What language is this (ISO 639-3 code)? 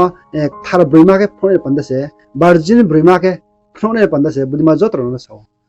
ria